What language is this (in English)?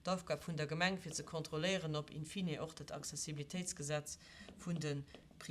Luxembourgish